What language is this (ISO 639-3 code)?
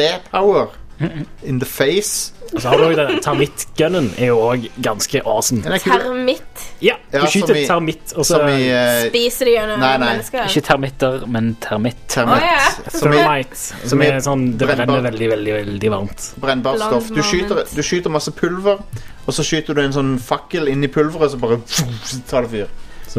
nor